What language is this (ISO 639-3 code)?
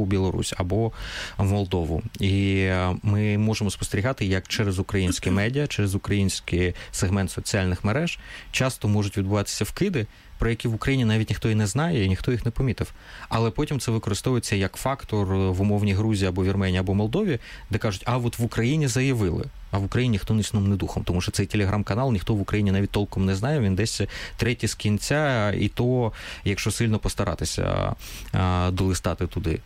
ukr